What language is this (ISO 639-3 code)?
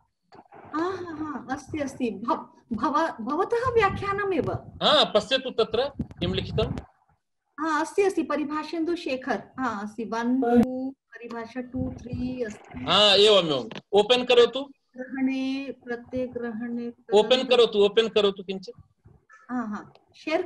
san